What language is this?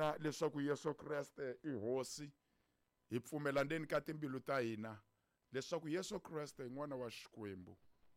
Tsonga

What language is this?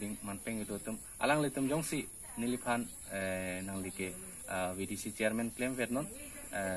Karbi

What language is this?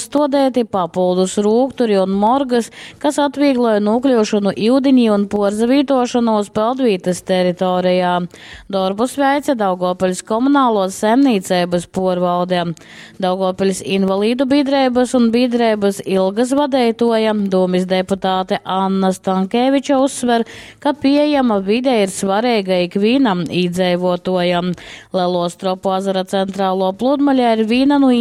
Latgalian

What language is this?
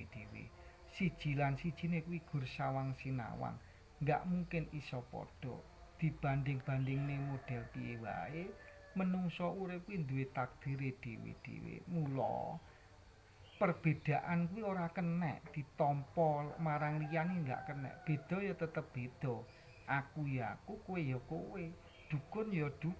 Javanese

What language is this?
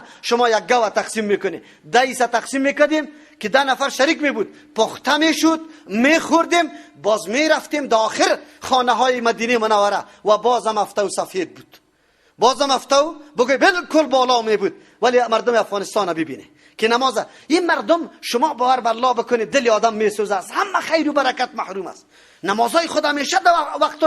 Persian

